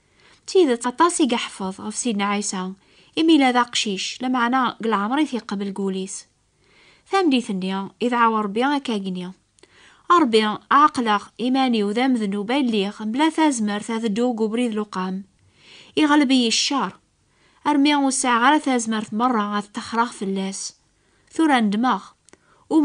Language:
Kabyle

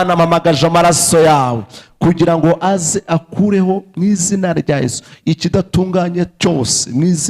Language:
Kinyarwanda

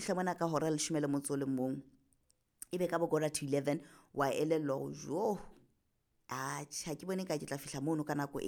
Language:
Southern Sotho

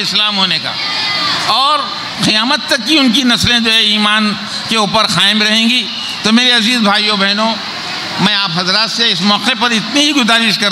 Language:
Urdu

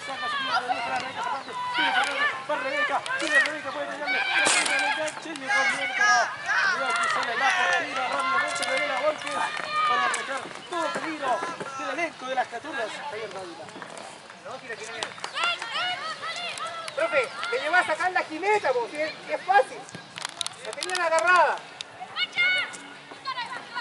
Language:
Spanish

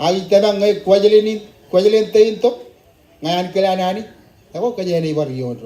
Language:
Marshallese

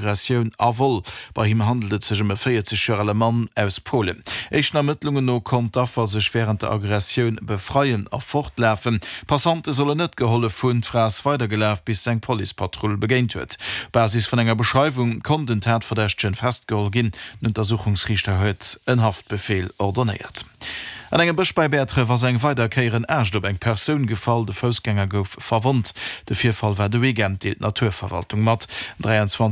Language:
Luxembourgish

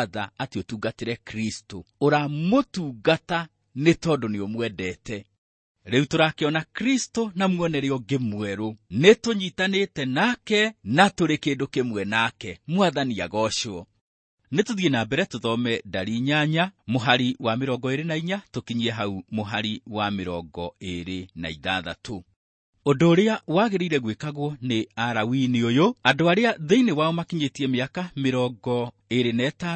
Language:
Kikuyu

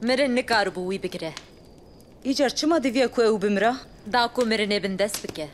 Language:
Kurdish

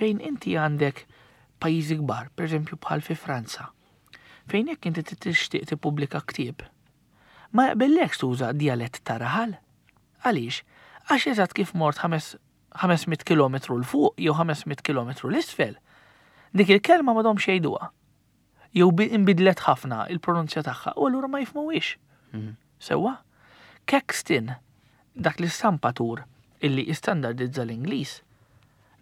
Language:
Maltese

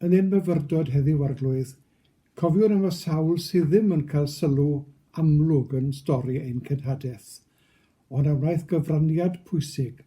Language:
Welsh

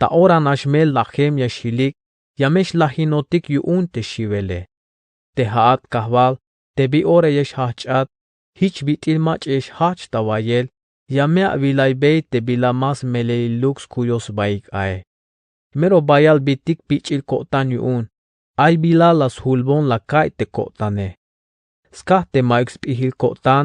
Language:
Tzeltal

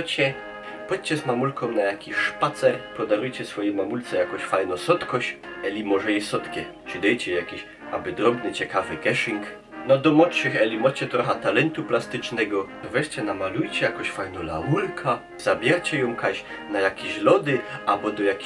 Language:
Silesian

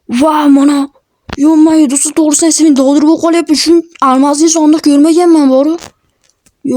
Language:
Uzbek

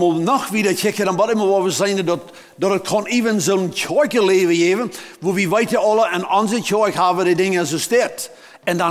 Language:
Plautdietsch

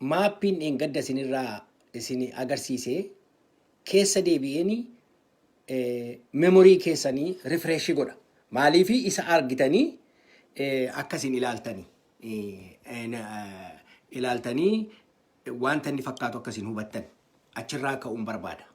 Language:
Oromo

